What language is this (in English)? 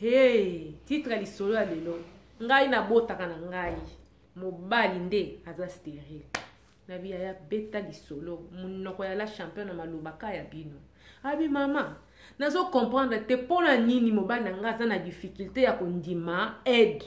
Lingala